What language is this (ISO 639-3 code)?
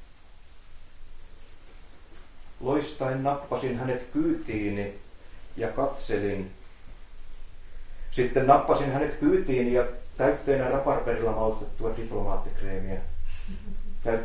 fin